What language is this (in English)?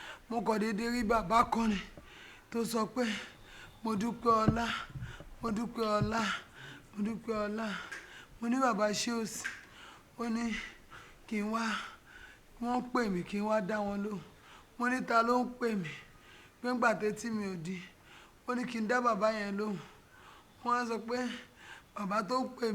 Yoruba